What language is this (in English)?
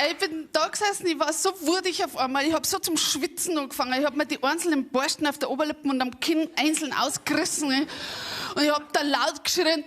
Bavarian